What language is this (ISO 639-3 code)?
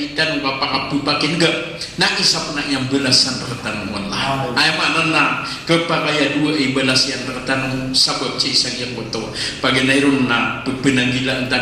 mrw